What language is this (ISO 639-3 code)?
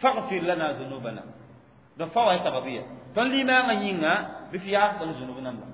mos